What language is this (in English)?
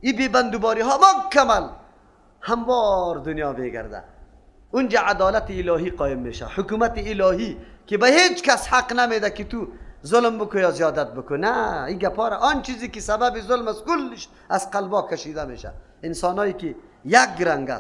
Persian